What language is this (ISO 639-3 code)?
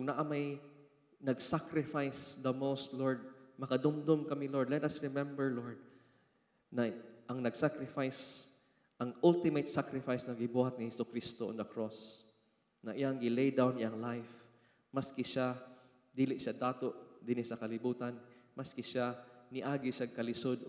ceb